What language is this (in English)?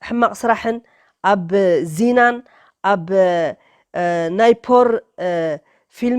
Tigrinya